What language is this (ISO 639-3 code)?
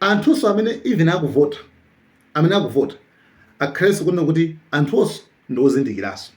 nya